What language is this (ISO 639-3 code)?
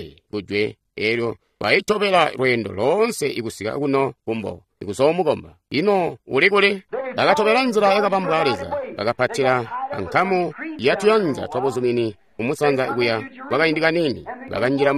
toi